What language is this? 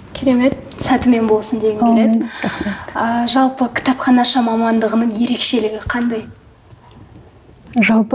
Kazakh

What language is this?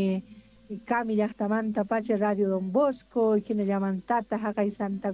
South Bolivian Quechua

